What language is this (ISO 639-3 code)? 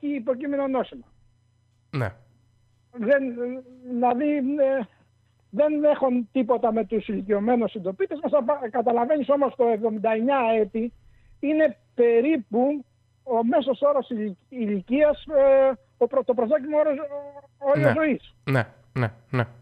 ell